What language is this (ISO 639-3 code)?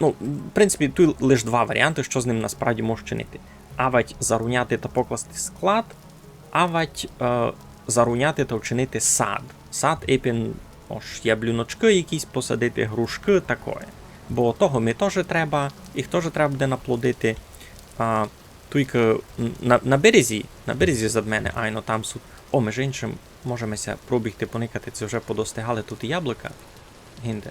rue